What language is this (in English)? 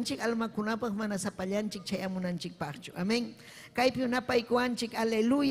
Ayacucho Quechua